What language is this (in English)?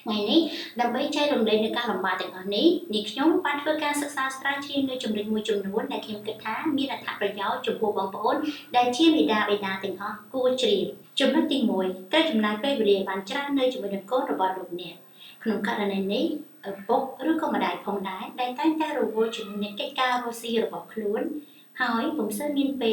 Khmer